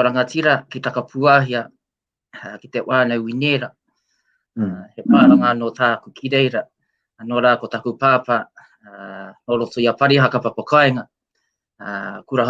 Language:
Māori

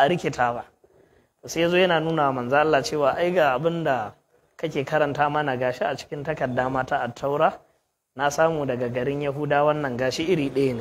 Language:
Hausa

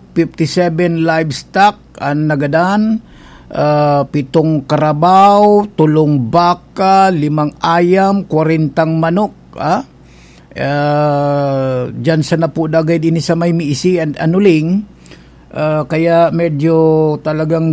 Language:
Bikol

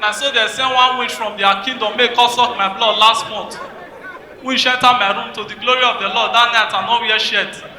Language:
Nigerian Pidgin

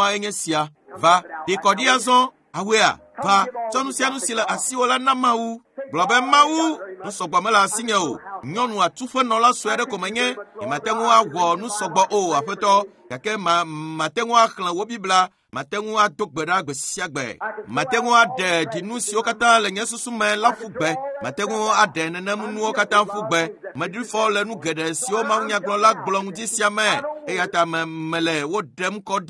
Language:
Ewe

